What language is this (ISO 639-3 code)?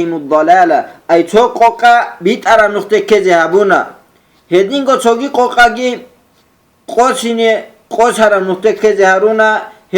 ava